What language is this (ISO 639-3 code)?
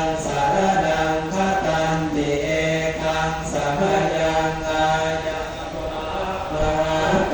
pli